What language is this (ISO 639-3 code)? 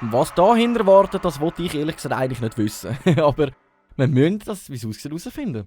gsw